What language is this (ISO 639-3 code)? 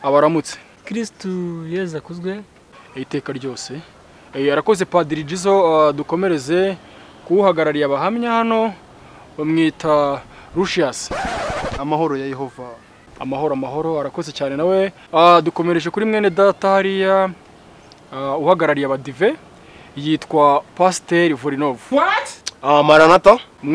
kin